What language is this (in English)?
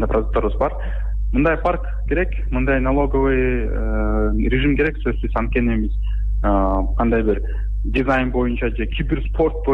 Kyrgyz